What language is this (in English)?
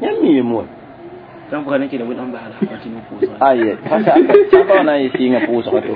Mossi